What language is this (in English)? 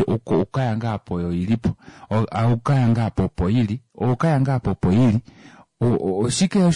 Kuanyama